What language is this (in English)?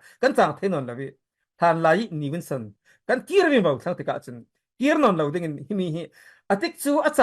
Falam Chin